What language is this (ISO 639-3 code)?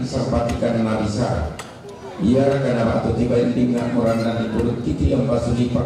sda